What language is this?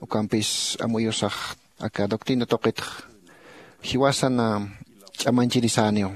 Aymara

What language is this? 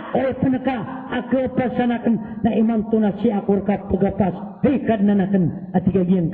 Maranao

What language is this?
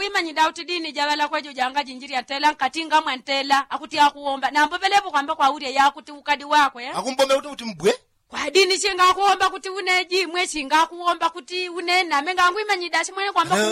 Yao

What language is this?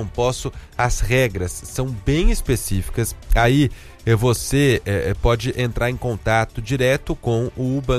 Portuguese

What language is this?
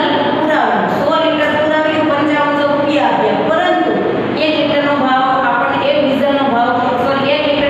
Gujarati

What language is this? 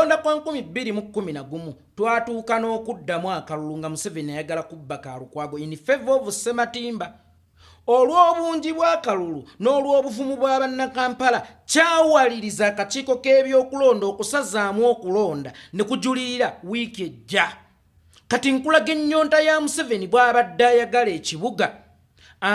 Ganda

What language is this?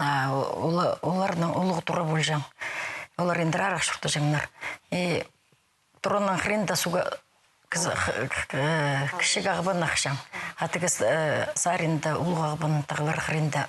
Khakas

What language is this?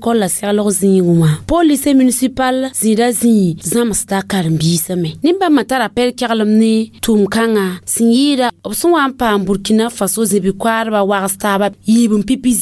Mossi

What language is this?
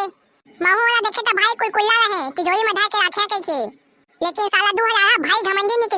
Chhattisgarhi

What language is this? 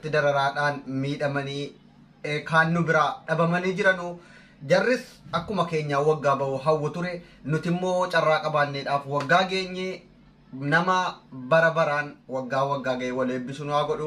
Oromo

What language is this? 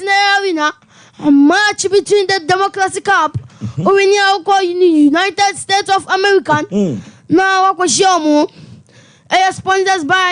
Akan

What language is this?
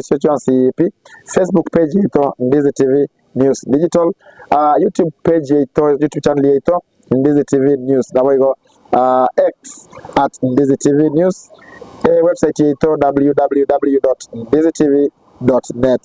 Gusii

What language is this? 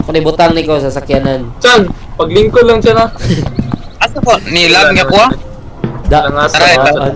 Cebuano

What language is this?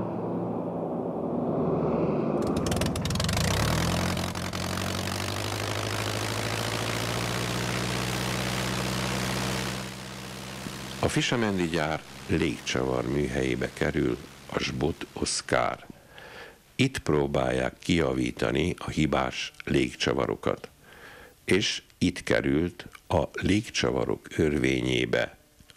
Hungarian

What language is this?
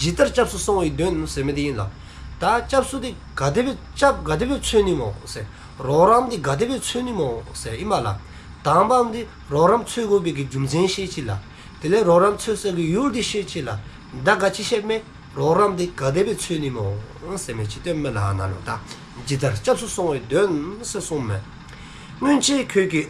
Dzongkha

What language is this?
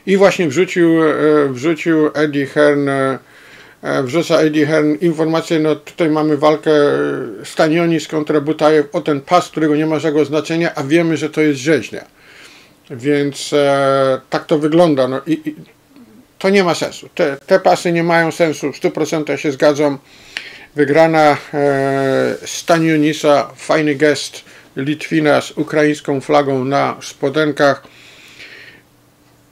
Polish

